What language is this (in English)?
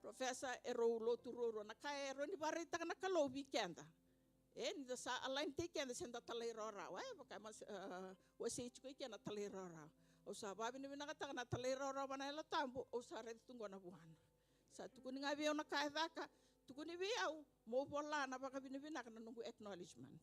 Fijian